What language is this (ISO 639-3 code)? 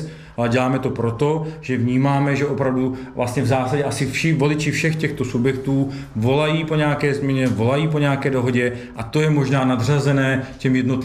ces